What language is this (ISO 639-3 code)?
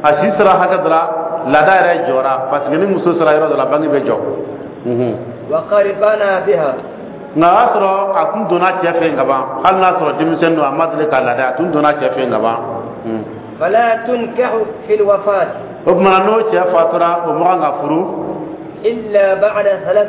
dyu